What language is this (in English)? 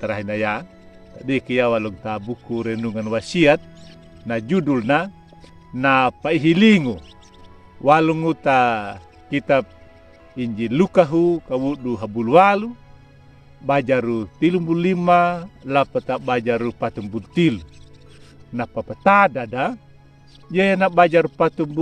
Anakalangu